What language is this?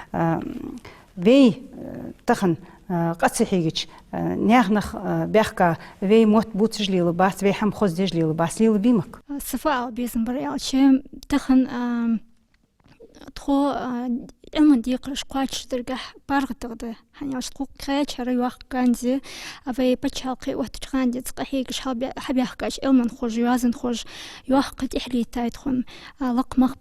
Ingush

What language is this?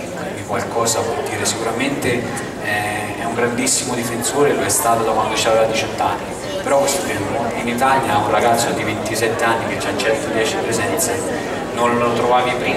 Italian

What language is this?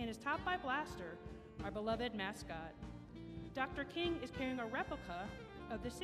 English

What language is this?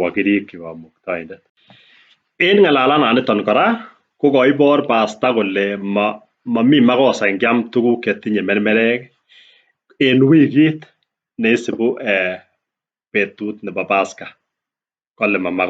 Kalenjin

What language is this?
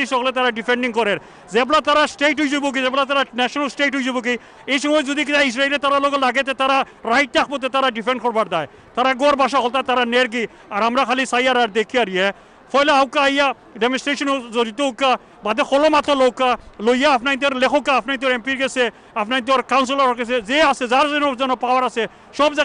Sylheti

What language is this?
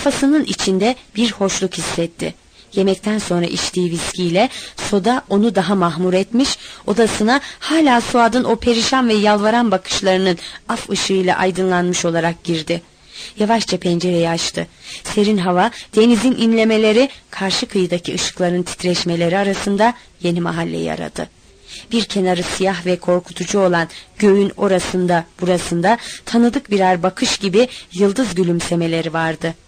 Turkish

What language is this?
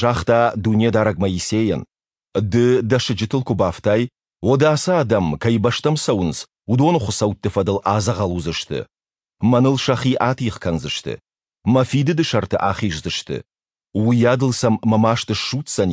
Ossetic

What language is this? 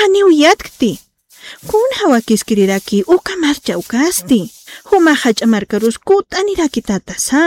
Aymara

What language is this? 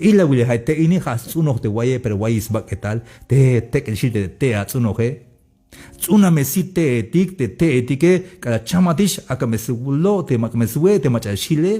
Tzeltal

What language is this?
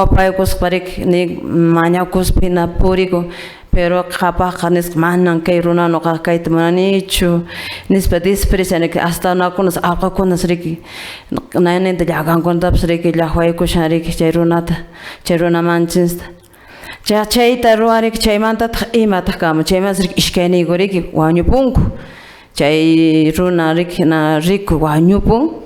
Quechua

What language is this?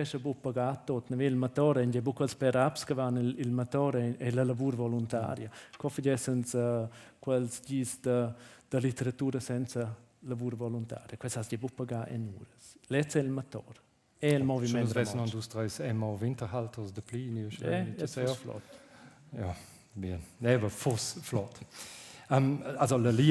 Romansh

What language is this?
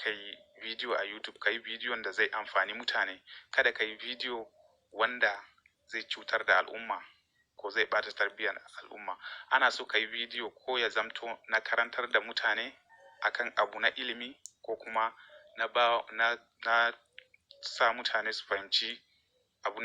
Hausa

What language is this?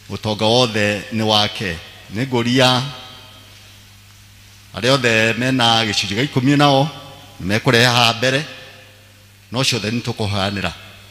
Kikuyu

